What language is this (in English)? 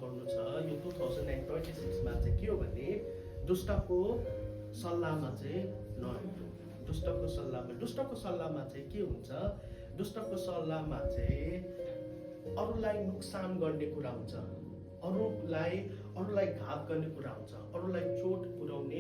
Nepali